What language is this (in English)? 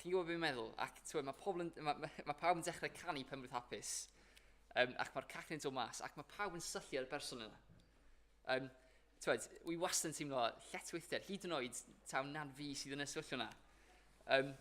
Welsh